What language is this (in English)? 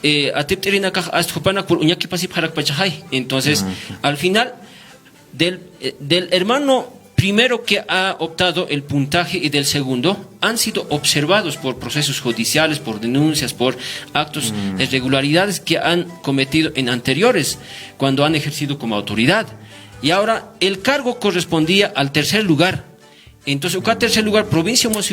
Aymara